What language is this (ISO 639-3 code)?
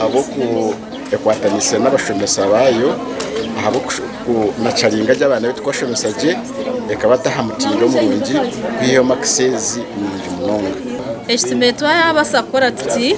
nyn